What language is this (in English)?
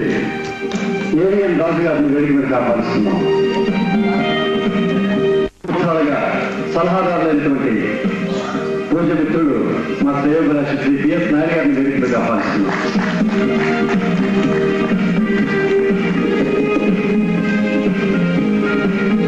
Telugu